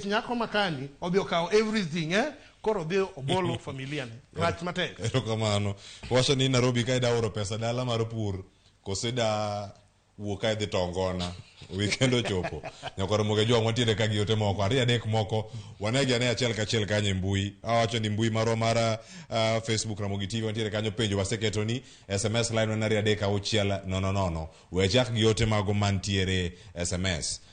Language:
Luo (Kenya and Tanzania)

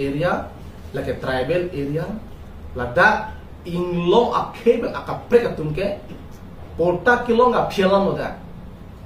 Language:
Karbi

